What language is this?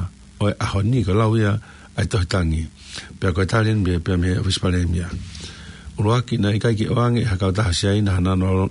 Tongan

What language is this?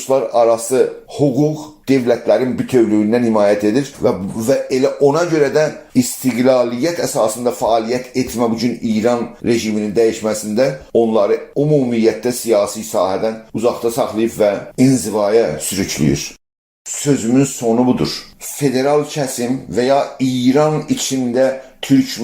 South Azerbaijani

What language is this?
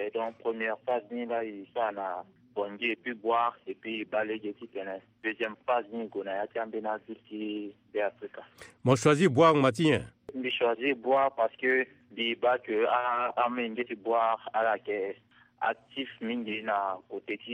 Sango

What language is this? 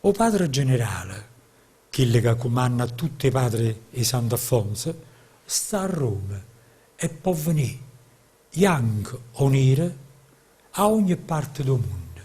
Neapolitan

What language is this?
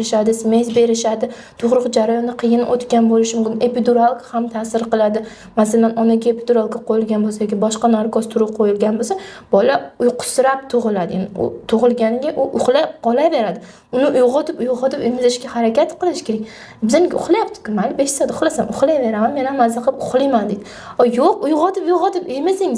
Uzbek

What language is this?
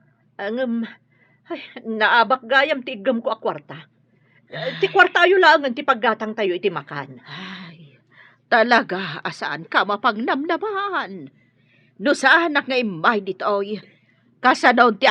Iloko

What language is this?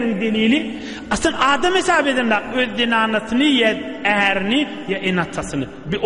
Turkmen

